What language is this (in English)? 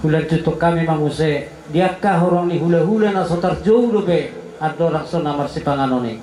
Batak Toba